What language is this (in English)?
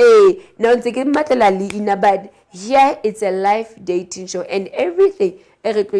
Southern Sotho